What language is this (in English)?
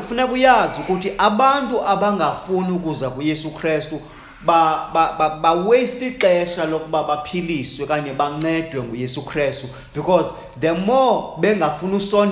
Xhosa